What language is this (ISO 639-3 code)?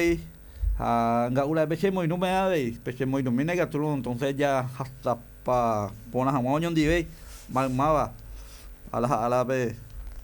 grn